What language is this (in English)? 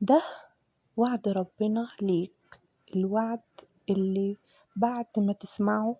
Egyptian Arabic